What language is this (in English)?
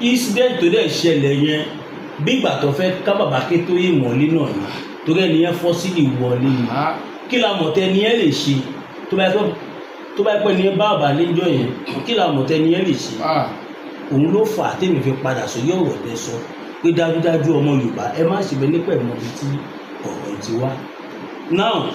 Yoruba